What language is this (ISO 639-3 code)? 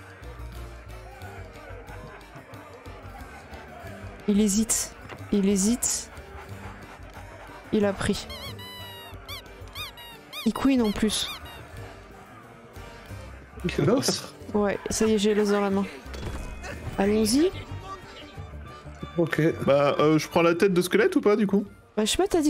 fra